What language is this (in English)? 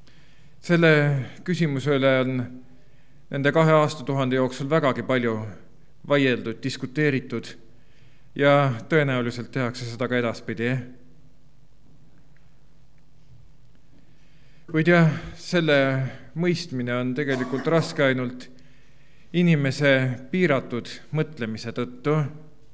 Estonian